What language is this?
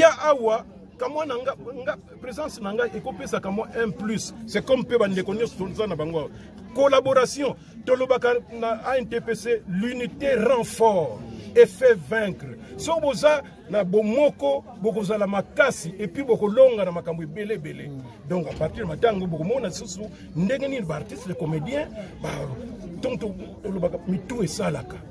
Lingala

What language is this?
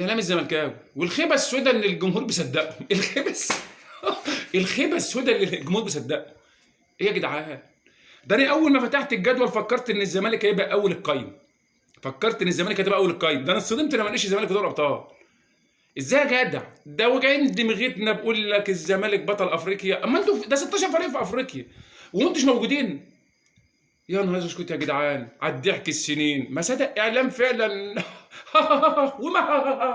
Egyptian Arabic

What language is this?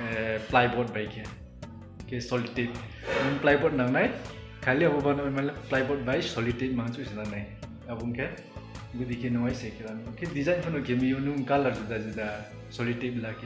Riang (India)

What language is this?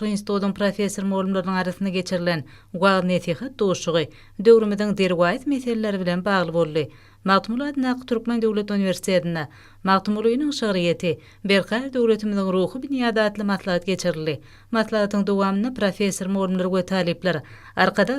Turkmen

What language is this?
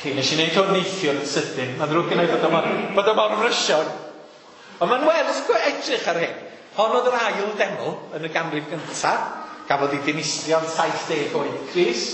Welsh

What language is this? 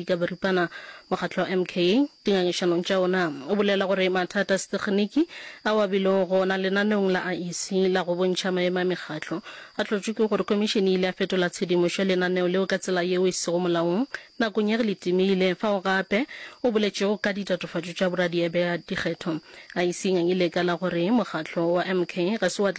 Northern Sotho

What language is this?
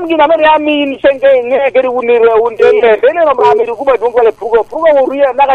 Lango (Uganda)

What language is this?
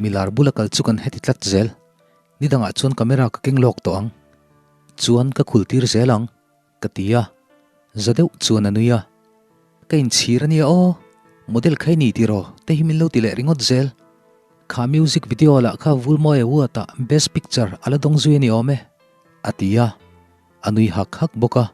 Mizo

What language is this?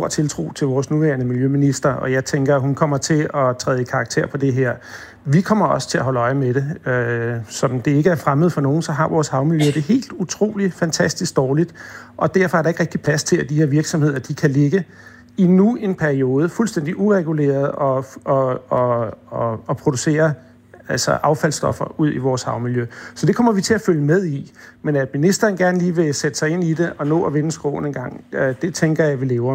Danish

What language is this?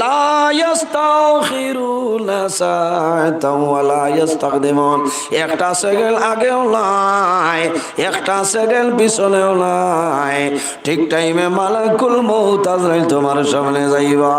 Sylheti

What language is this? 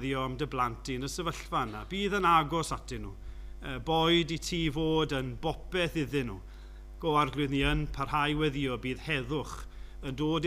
Welsh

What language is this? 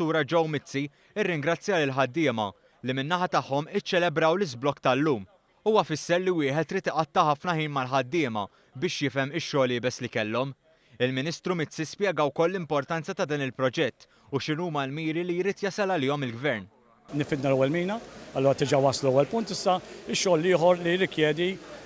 Maltese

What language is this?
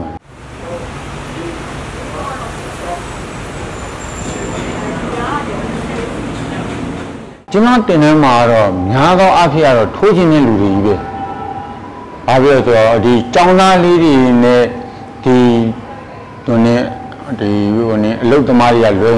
Burmese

